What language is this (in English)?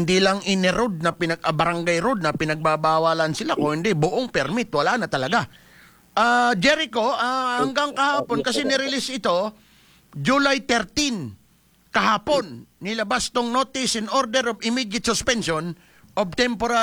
Filipino